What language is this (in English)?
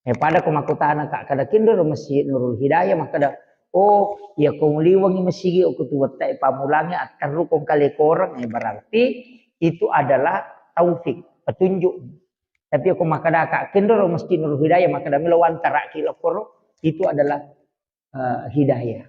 Buginese